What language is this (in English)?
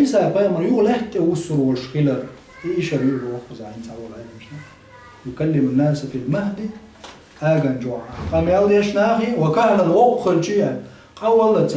Chechen